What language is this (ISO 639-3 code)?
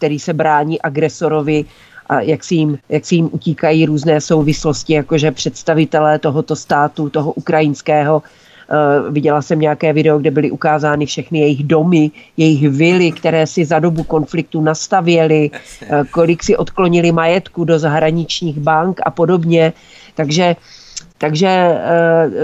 ces